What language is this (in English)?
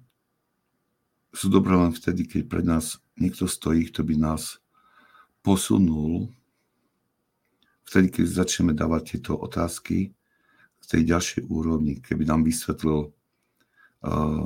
Slovak